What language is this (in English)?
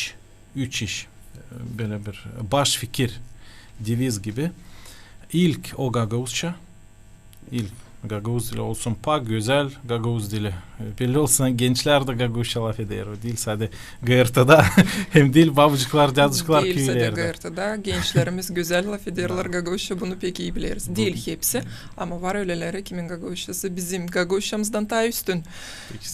Gagauz